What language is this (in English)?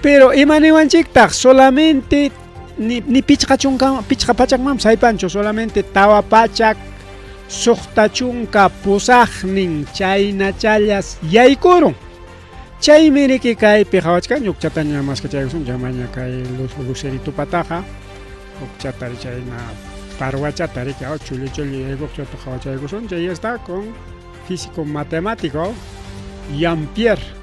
Ayacucho Quechua